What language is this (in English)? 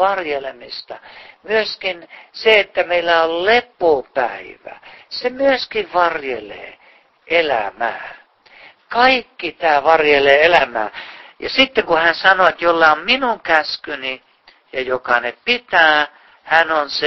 Finnish